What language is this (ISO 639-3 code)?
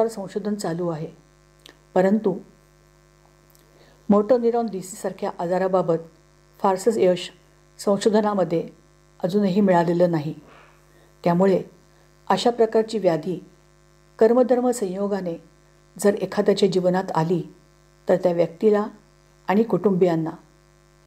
mar